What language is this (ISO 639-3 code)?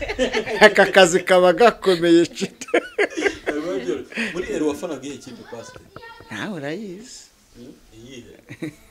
kin